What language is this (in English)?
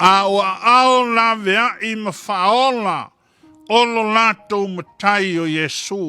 Samoan